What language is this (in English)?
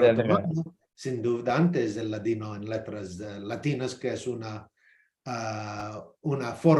Ladino